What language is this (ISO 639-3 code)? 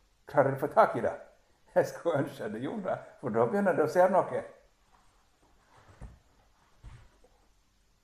nor